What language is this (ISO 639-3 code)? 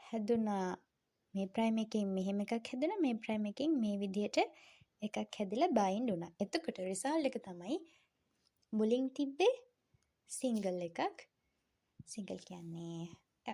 sin